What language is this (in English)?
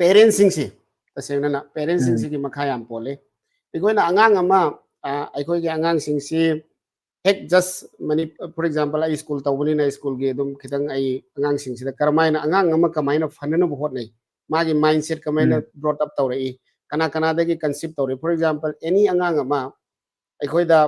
Manipuri